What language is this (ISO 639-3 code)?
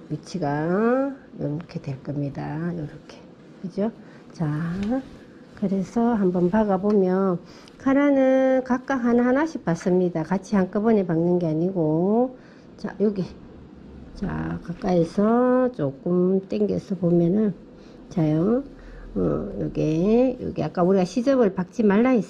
kor